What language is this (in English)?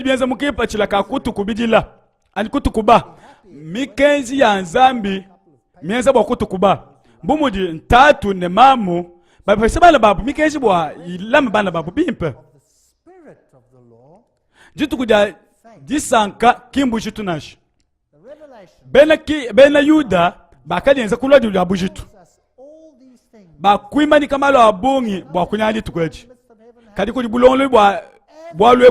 Luba-Lulua